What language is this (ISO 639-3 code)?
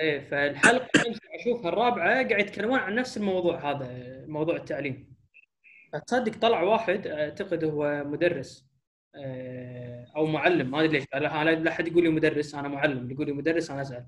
afb